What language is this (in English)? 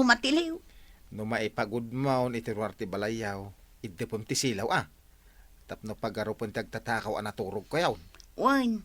Iloko